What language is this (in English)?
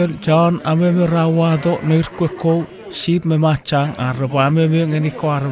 Chuukese